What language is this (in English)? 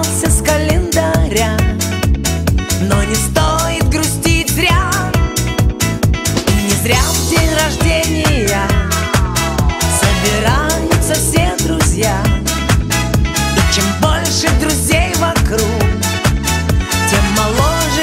Russian